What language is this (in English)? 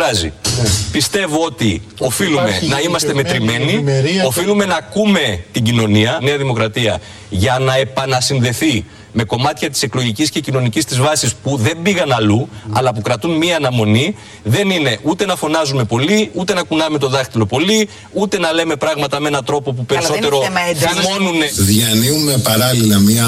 Greek